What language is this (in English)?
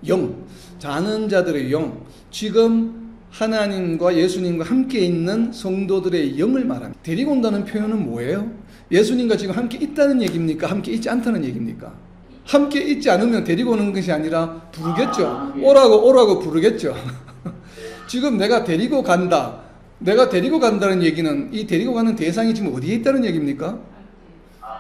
Korean